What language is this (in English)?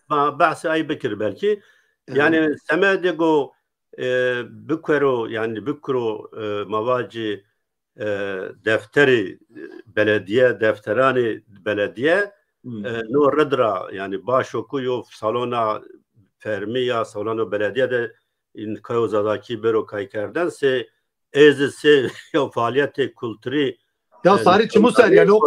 Zaza